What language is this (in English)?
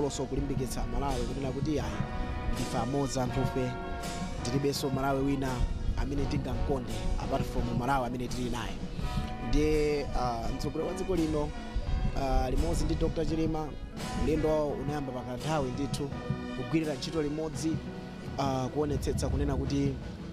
Nyanja